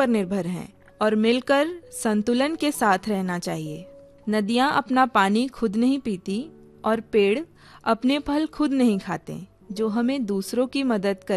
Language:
Hindi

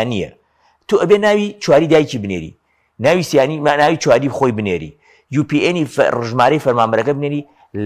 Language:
Central Kurdish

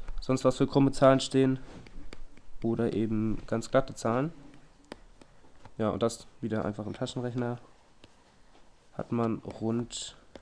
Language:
German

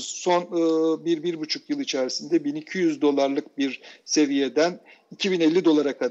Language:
Turkish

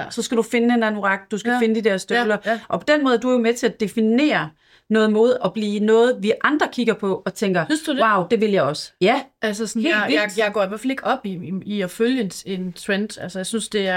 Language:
Danish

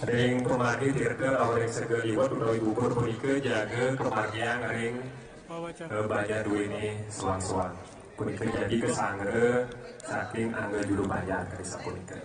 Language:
Balinese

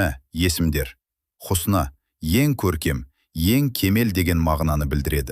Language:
Kazakh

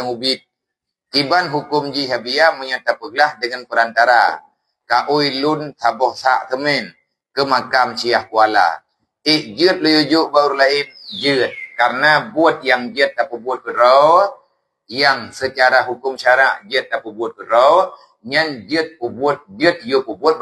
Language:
Achinese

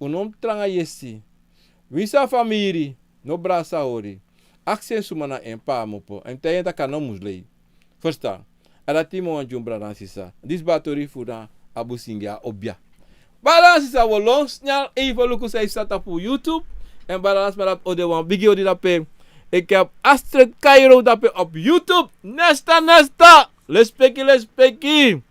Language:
Sranan Tongo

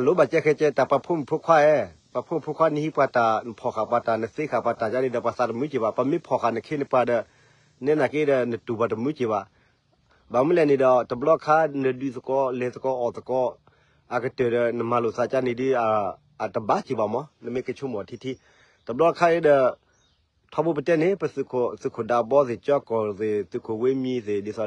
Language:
S'gaw Karen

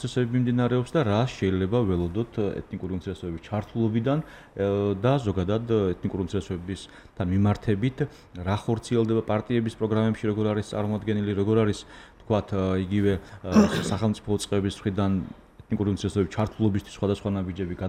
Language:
Georgian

